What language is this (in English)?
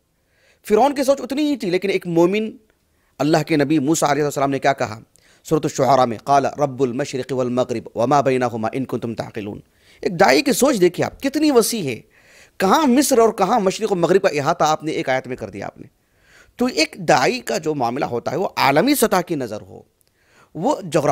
Urdu